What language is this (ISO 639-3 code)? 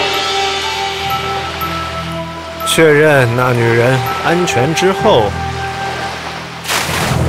zho